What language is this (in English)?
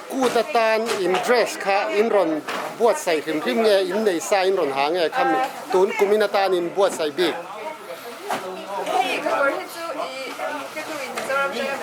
Mizo